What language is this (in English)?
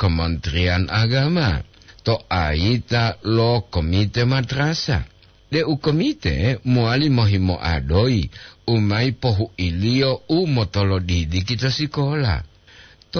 Gorontalo